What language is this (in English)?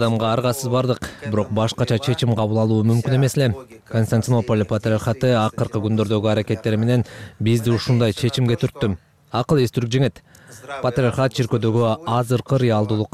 Kyrgyz